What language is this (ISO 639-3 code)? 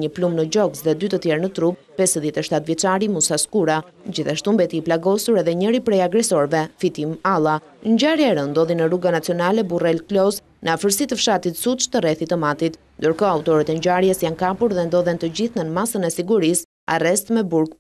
sqi